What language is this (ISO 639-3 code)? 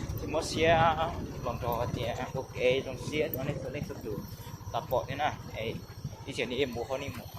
hmn